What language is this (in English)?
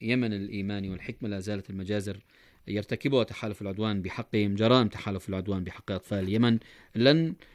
Arabic